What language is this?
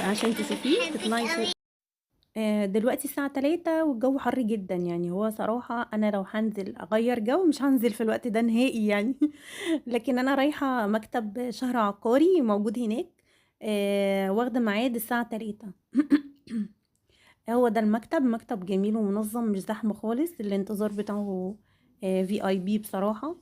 Egyptian Arabic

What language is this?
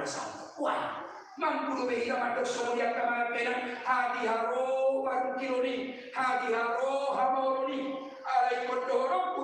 Batak Toba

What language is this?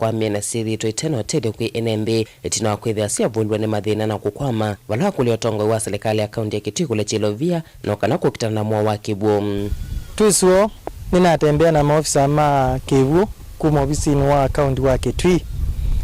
Kamba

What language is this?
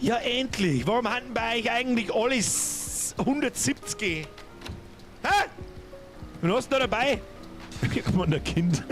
Bavarian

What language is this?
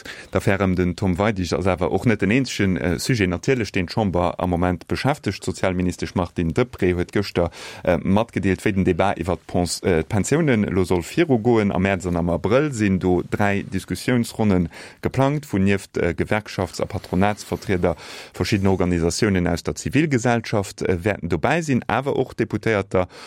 Luxembourgish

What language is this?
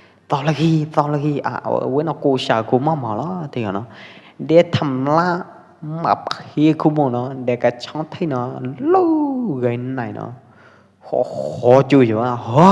Pwo Eastern Karen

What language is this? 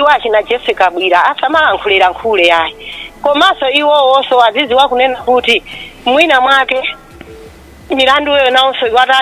Nyanja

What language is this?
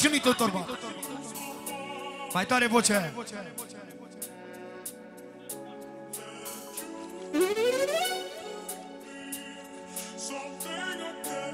Romanian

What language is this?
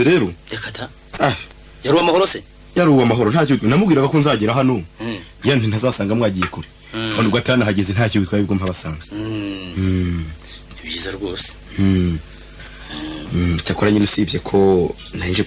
Kinyarwanda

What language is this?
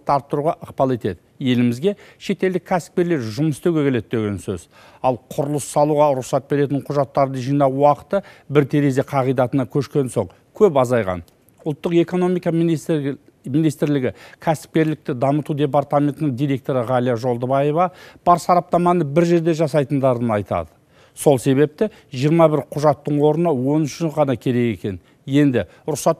Kazakh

